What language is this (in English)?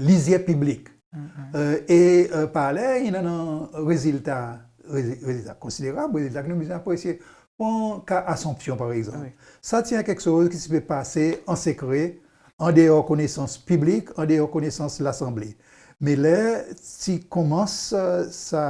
Seselwa Creole French